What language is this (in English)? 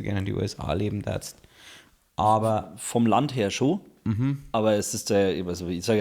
Bavarian